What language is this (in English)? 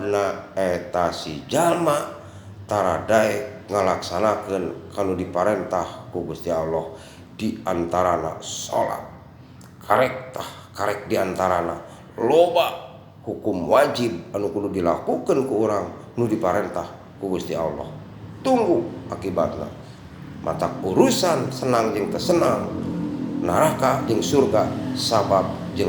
Sundanese